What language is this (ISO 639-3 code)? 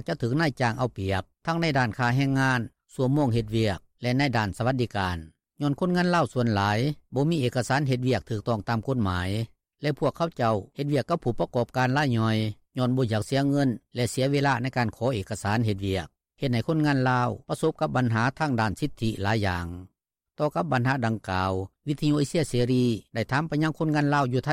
lao